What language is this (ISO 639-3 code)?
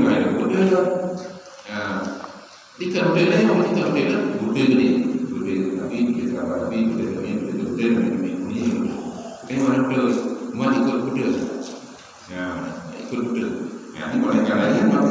ace